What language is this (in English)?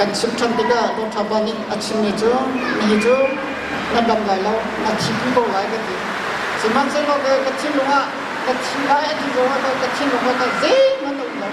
Hakha Chin